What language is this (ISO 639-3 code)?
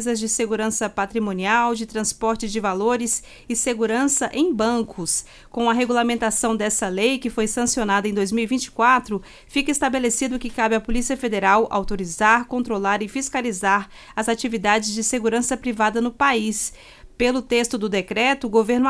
por